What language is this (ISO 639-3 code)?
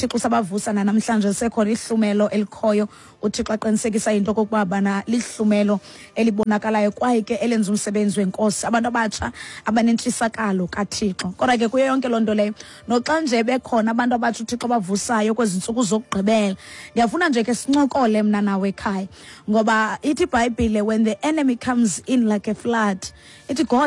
xho